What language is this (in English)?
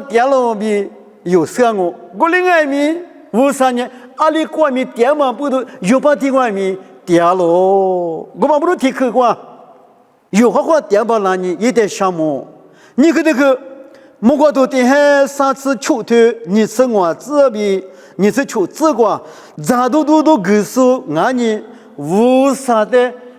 Lisu